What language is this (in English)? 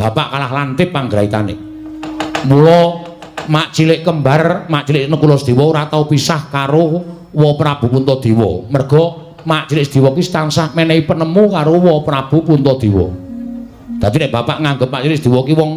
Javanese